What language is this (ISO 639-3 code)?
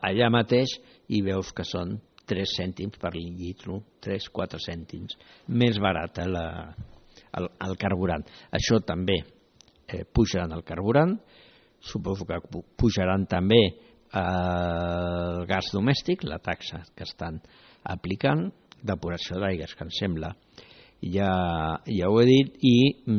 cat